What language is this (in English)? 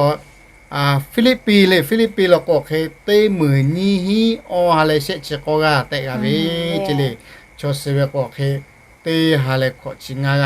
Lahu